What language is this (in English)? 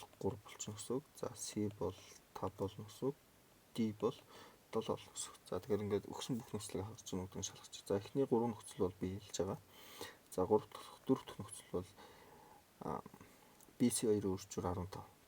Mongolian